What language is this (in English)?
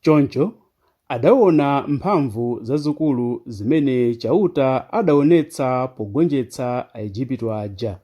Nyanja